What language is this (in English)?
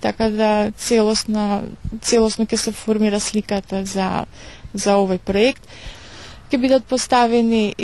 Macedonian